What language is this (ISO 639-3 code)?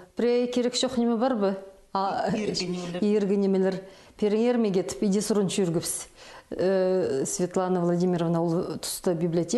kjh